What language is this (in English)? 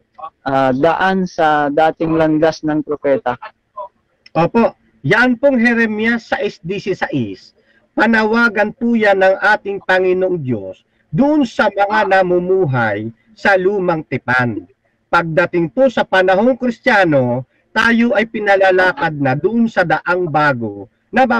Filipino